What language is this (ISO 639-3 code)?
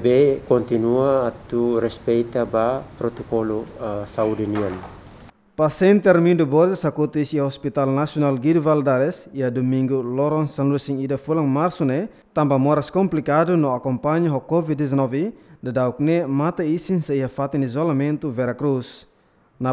tet